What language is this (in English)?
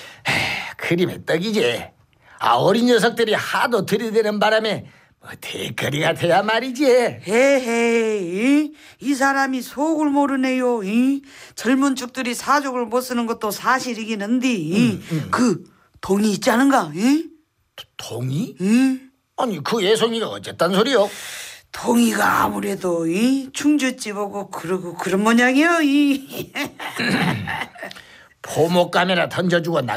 Korean